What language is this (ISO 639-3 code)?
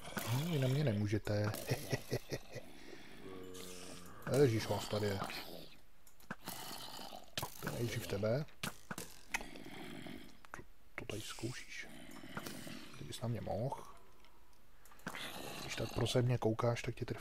ces